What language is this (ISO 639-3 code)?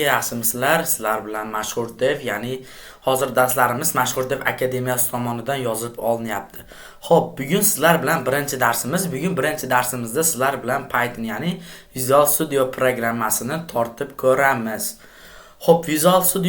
uzb